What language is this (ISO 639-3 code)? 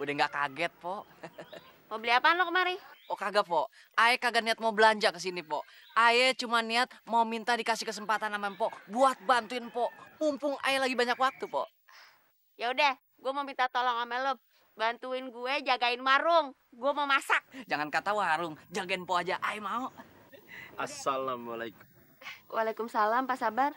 bew